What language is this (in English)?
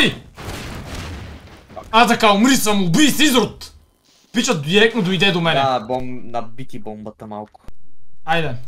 Bulgarian